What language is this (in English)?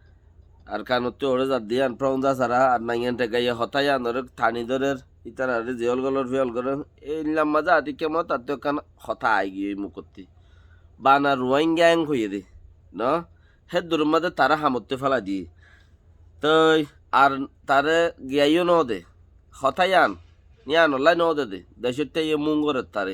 Rohingya